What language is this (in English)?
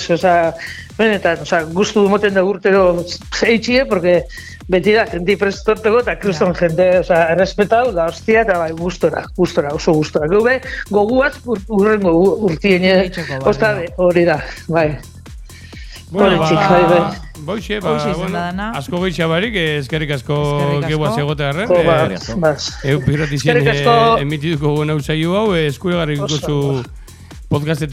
Basque